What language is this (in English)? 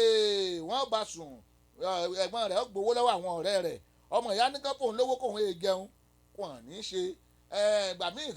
Yoruba